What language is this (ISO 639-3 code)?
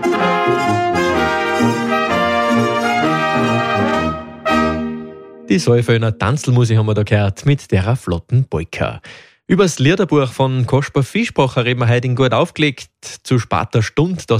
deu